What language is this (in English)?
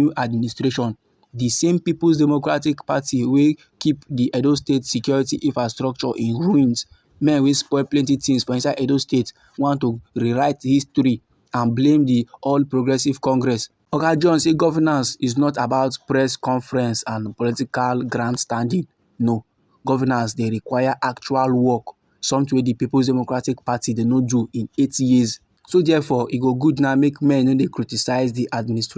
Nigerian Pidgin